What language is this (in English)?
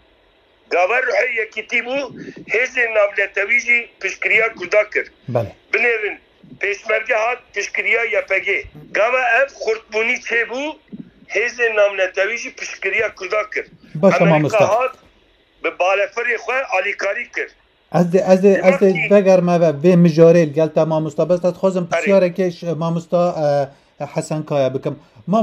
Kurdish